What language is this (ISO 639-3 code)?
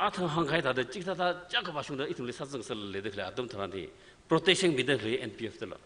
nmf